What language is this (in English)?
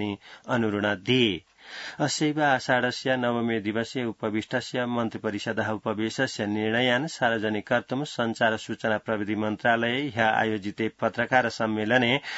Sanskrit